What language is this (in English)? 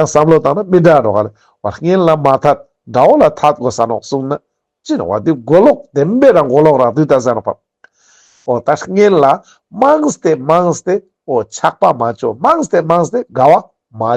Ladakhi